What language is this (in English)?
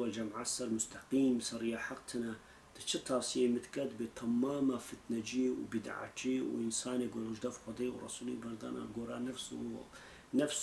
Kurdish